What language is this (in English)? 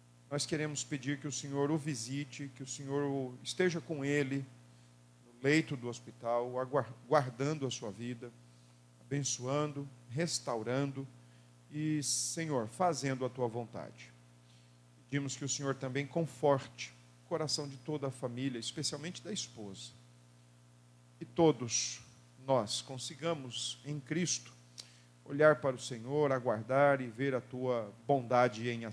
Portuguese